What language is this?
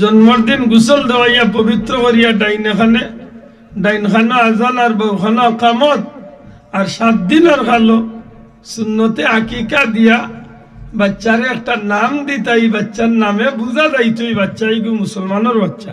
Sylheti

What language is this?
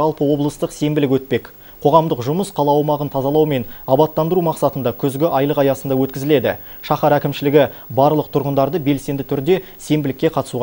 Kazakh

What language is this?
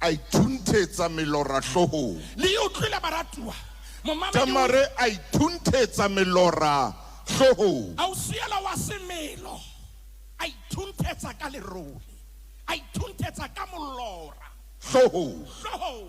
Southern Sotho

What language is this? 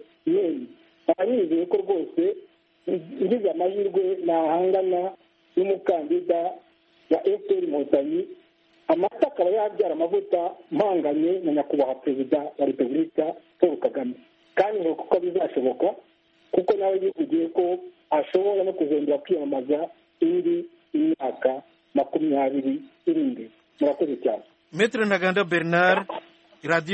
Kinyarwanda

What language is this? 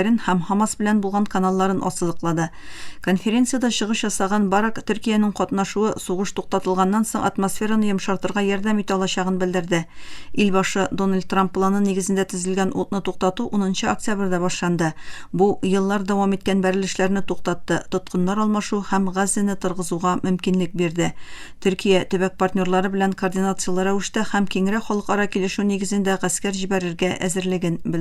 Tatar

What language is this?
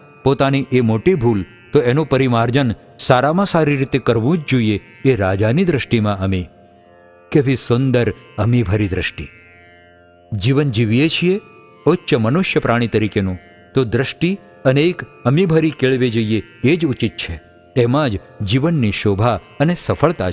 Gujarati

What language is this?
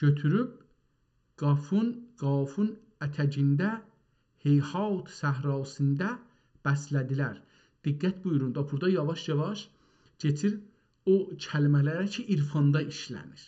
South Azerbaijani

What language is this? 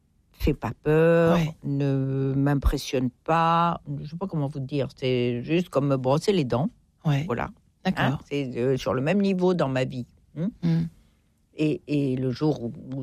French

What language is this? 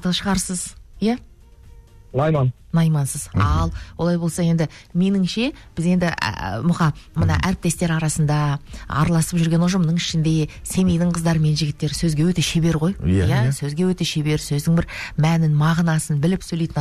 Kazakh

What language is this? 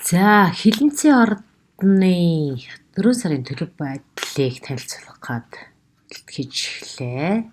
Mongolian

